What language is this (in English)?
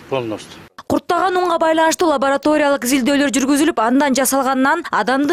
Kyrgyz